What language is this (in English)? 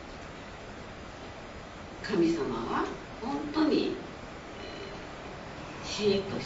Japanese